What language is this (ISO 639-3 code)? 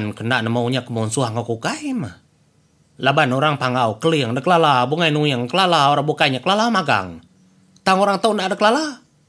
iba